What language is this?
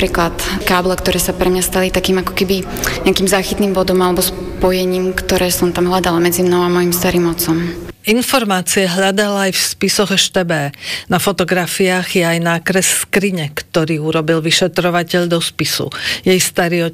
Slovak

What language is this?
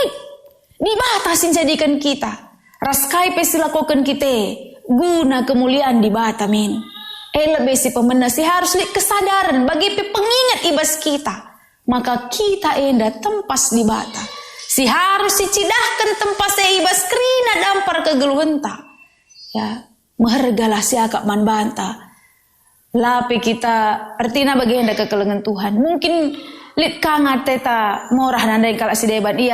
Batak Karo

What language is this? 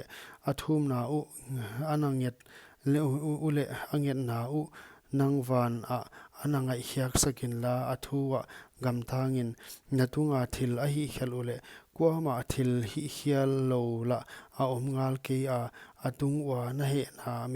Paite Chin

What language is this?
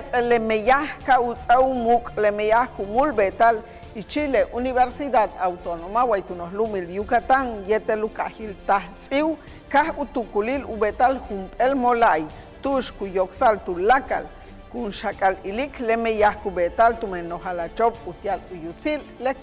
Yucateco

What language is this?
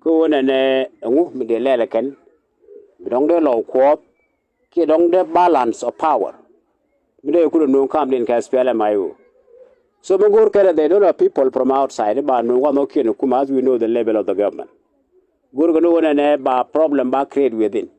Nuer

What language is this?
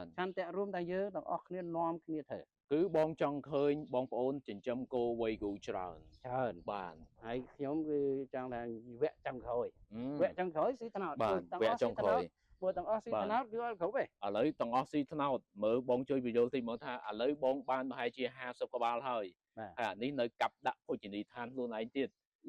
Khmer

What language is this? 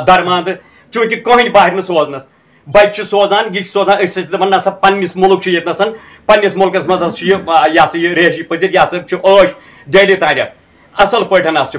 Kashmiri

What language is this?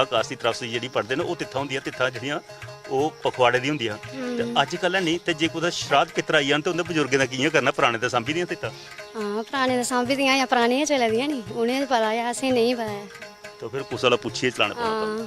Dogri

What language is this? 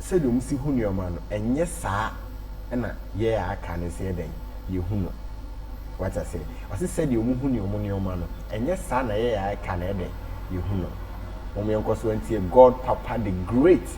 Akan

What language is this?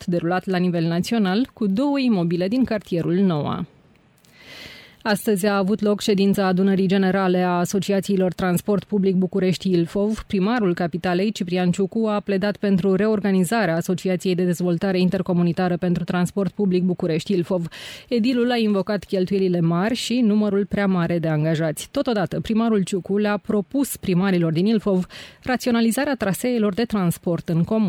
Romanian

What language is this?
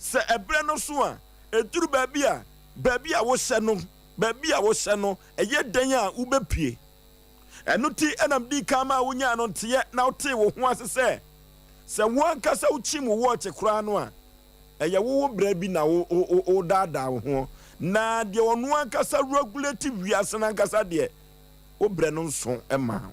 Akan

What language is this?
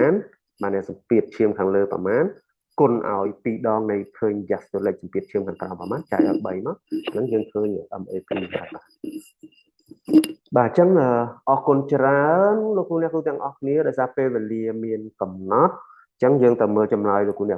Khmer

